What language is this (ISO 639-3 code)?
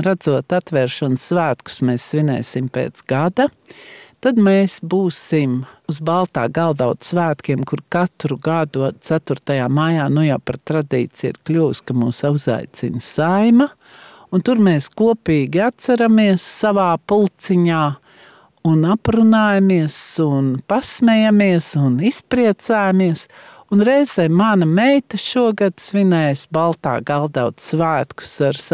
lav